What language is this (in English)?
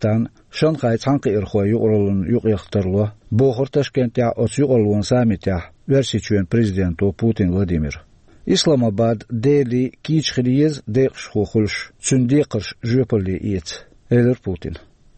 Chechen